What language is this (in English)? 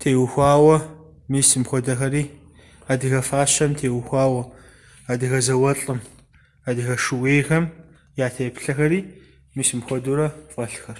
Kabardian